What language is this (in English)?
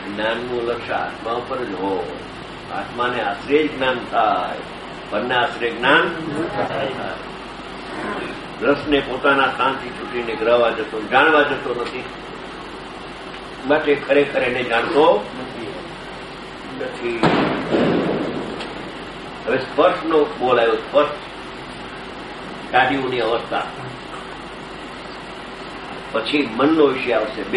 Gujarati